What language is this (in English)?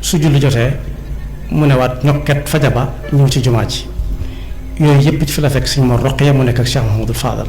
Wolof